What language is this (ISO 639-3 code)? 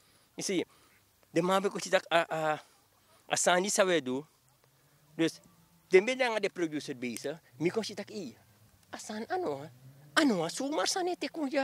srn